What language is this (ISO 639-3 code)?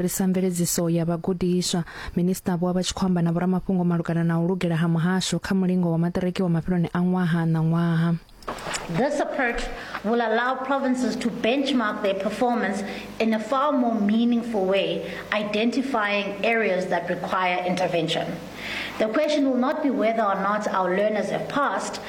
ven